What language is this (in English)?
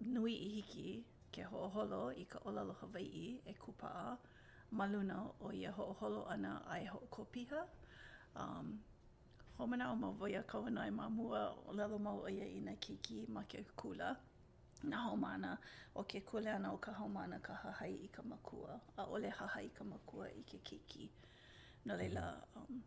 Hawaiian